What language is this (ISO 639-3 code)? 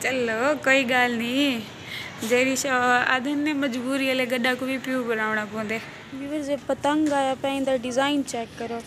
skr